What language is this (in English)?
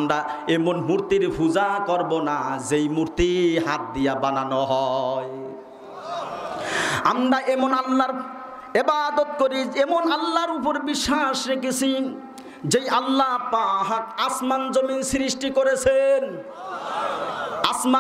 Bangla